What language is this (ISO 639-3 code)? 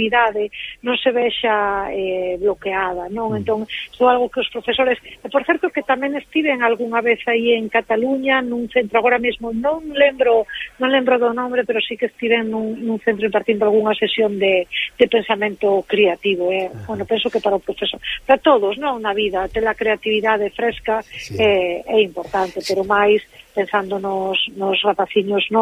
glg